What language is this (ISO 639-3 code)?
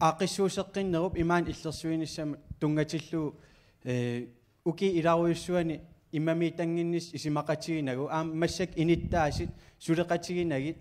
kal